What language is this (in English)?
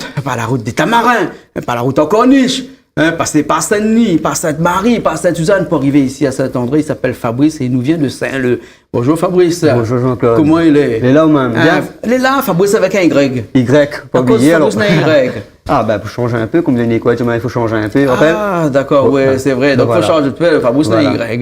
Réunion Creole French